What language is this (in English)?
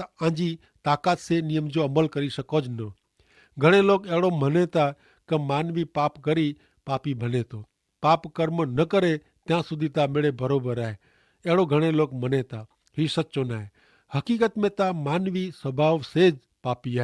Kachhi